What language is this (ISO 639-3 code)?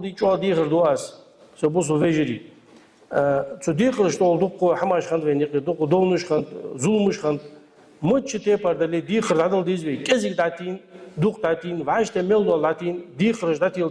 inh